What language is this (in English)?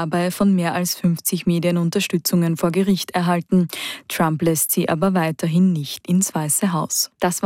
German